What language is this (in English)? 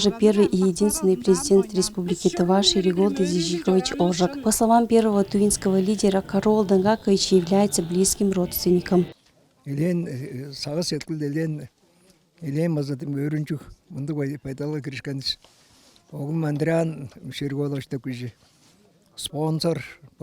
Tuvinian